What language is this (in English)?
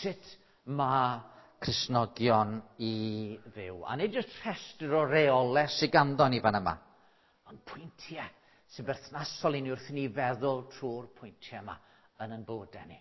Welsh